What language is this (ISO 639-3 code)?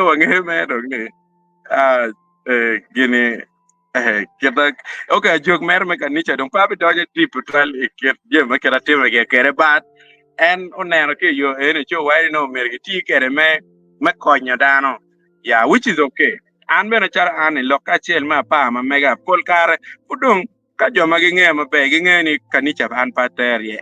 ach